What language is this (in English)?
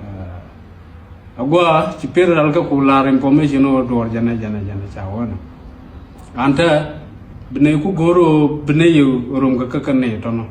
Nuer